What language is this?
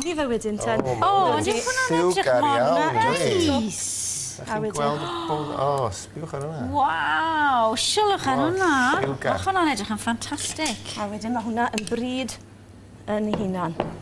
Welsh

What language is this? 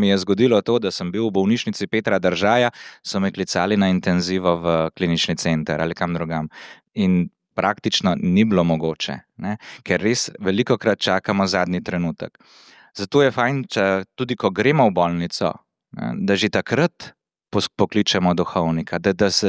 Slovenian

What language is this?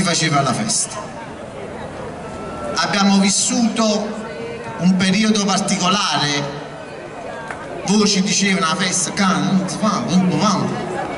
Italian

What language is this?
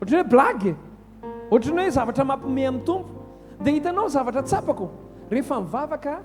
Malagasy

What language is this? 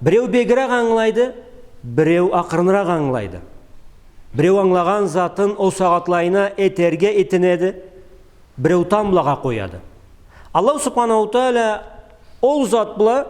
Karachay-Balkar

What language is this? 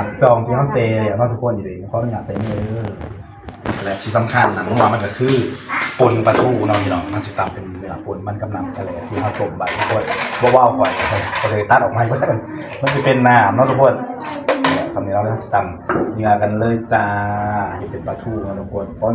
Northeastern Thai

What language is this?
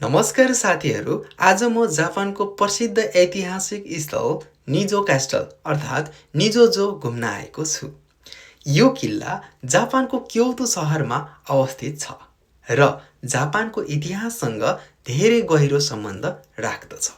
Nepali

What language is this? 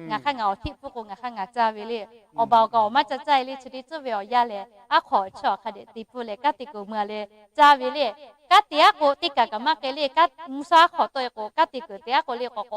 Lahu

